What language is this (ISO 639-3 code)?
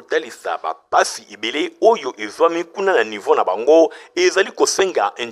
lin